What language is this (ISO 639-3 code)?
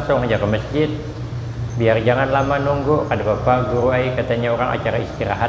bjn